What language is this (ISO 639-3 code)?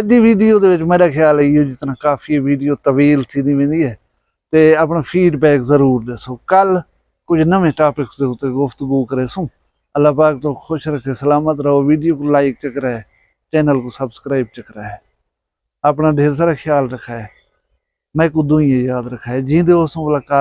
skr